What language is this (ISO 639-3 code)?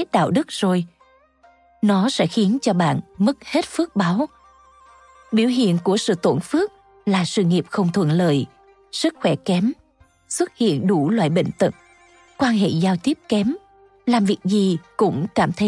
vie